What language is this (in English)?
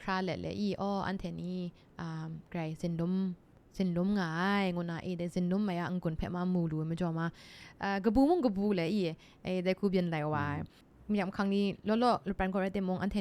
Kachin